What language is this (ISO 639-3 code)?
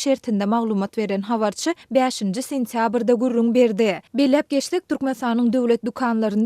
tuk